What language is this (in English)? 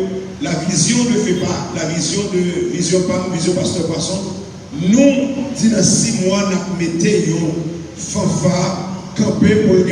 Haitian Creole